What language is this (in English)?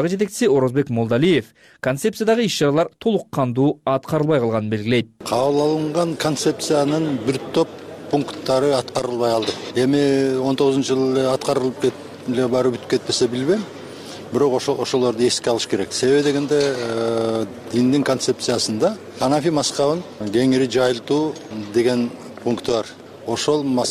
Kyrgyz